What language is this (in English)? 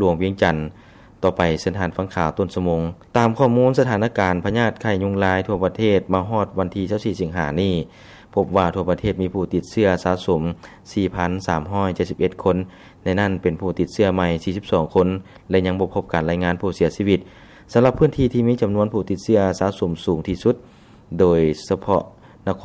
Lao